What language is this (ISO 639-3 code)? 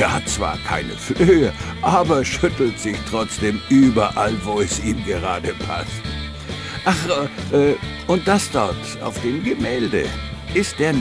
bar